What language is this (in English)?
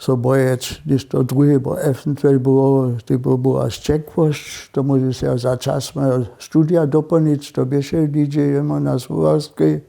Upper Sorbian